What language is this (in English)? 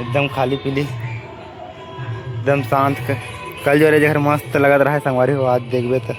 Chhattisgarhi